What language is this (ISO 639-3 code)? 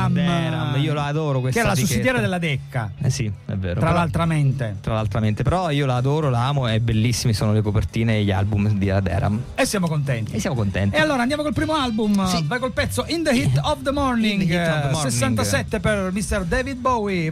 ita